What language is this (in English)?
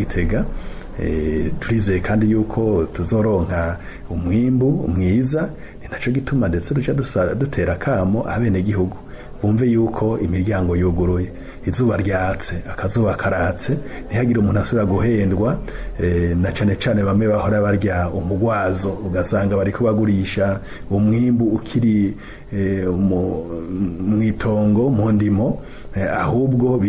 Rundi